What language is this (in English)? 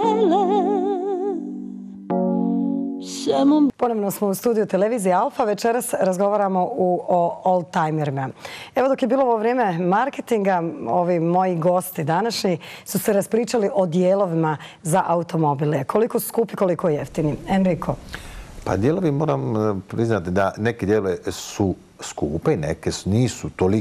Bosnian